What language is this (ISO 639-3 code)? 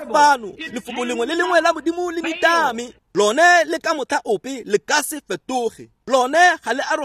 tsn